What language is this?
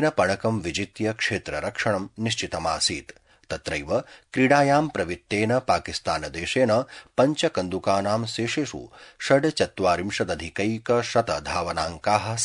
Sanskrit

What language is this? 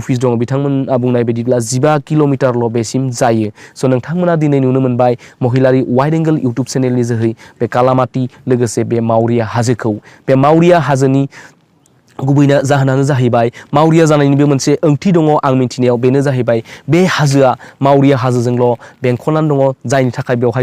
Bodo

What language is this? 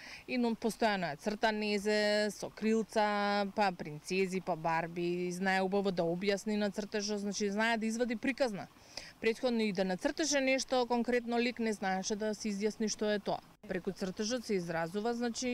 Macedonian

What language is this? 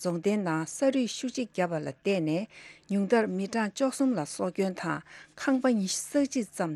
Tibetan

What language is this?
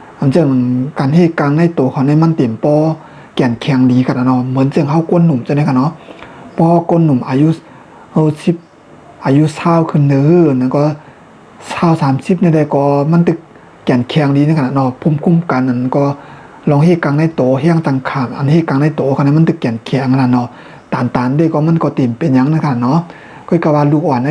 Shan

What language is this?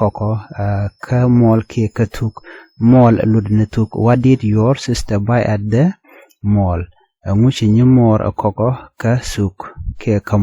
Nuer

